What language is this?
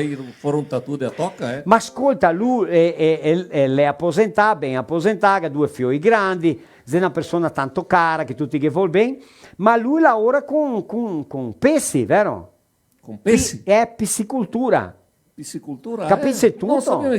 Venetian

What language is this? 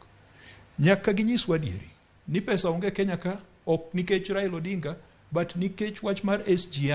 Luo (Kenya and Tanzania)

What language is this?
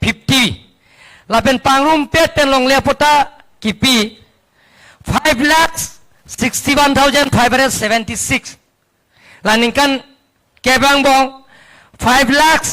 Karbi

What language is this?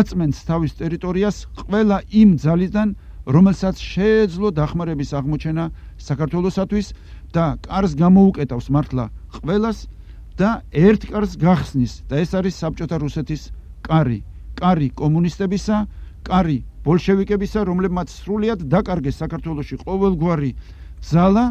Georgian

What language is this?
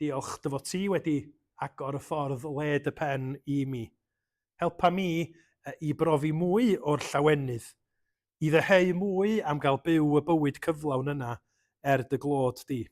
Welsh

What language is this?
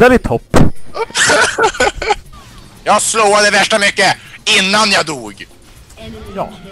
Swedish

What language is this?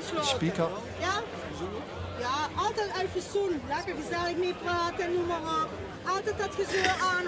Limburgish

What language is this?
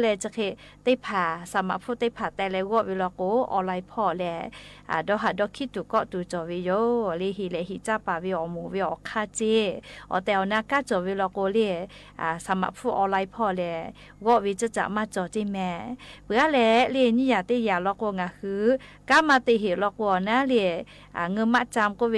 Lahu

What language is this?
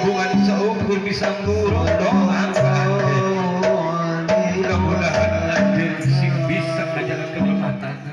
Sundanese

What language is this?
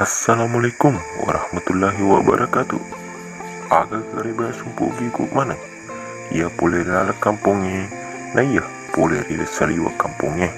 Buginese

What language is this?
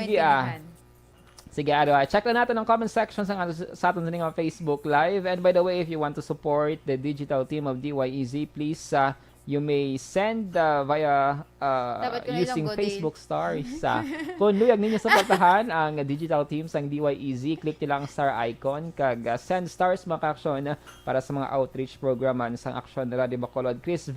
Hiligaynon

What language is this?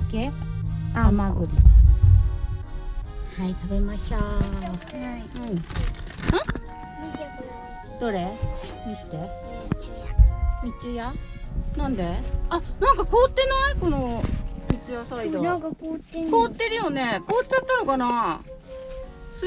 Japanese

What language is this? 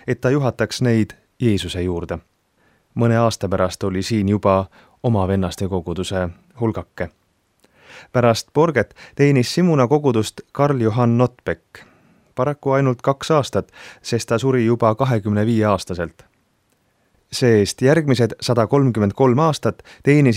Estonian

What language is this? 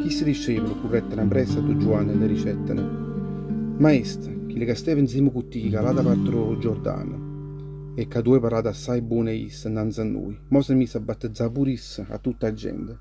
Neapolitan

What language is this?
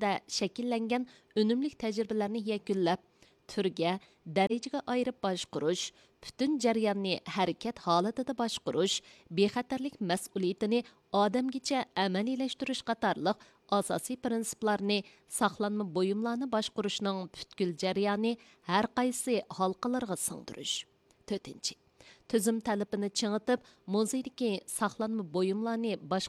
Uyghur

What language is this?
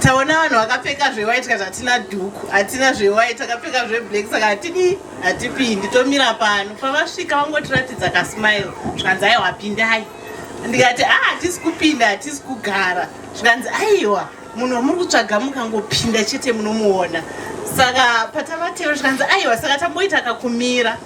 Shona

